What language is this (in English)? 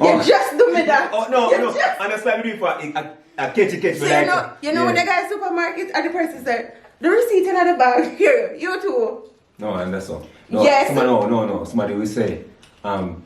Jamaican Creole English